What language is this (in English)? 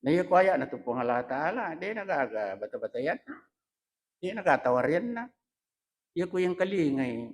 Buginese